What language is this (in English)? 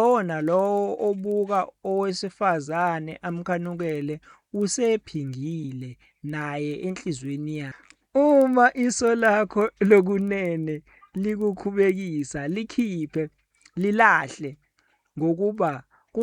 Zulu